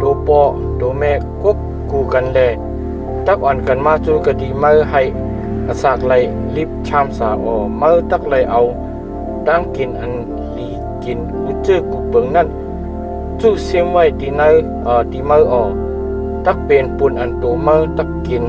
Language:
Shan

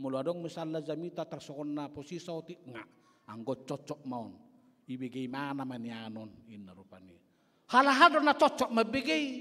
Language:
Batak Toba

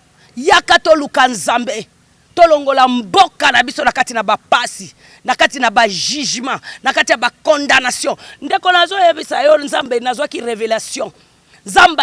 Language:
Lingala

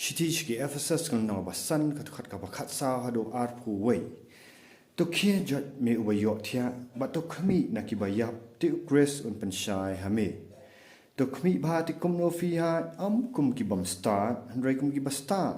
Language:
Khasi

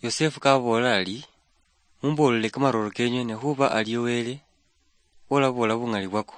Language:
Luyia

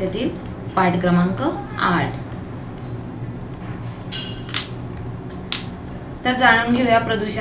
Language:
Marathi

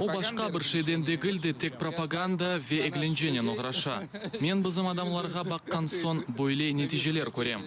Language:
Crimean Tatar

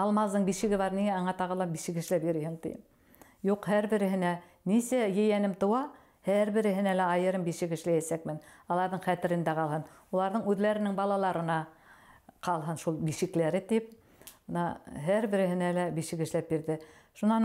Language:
Bashkir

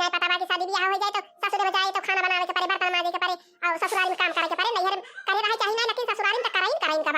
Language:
Awadhi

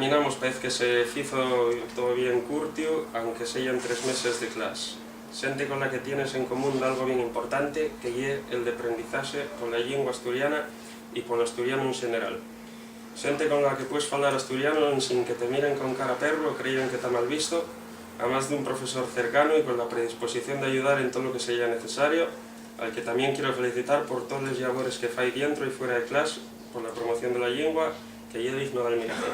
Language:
Asturian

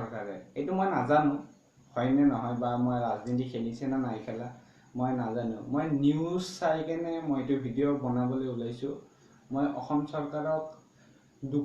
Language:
Assamese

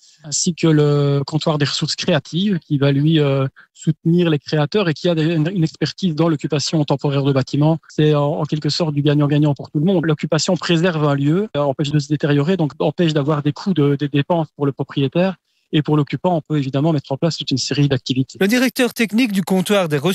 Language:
French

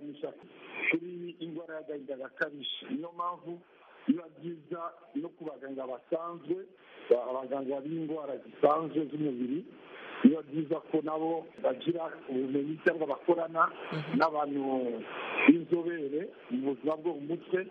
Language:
Kinyarwanda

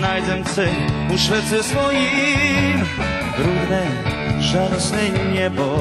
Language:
Rusyn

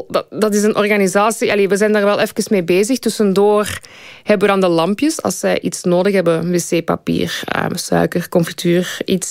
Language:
Dutch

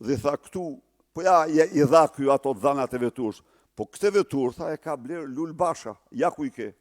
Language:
Albanian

